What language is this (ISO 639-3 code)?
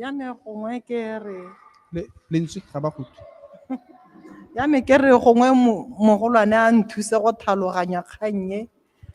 tsn